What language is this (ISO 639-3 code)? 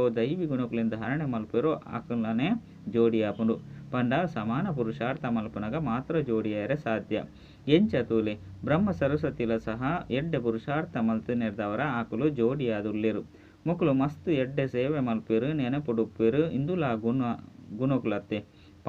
tcy